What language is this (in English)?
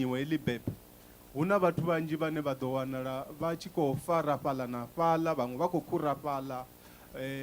Venda